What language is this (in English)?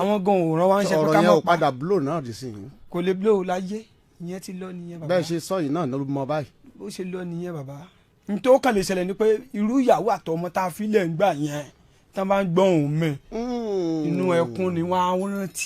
Yoruba